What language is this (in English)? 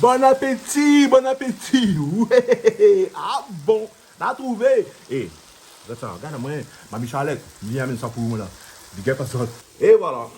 Réunion Creole French